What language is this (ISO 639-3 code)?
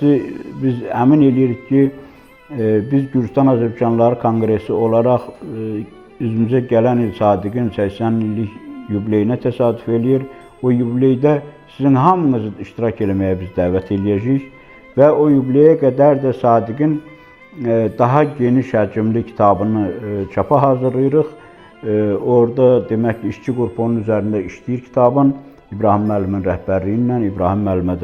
aze